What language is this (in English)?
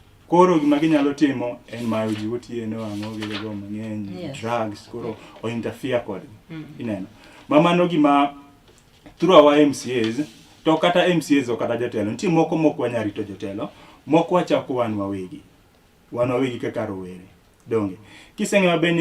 Luo (Kenya and Tanzania)